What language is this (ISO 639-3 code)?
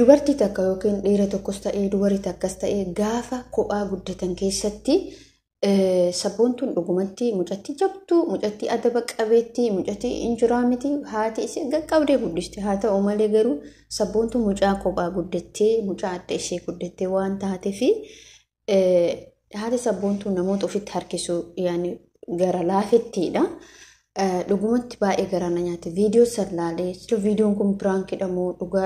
orm